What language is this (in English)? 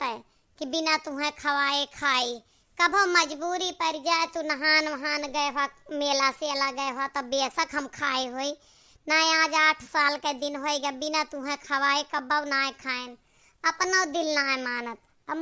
Awadhi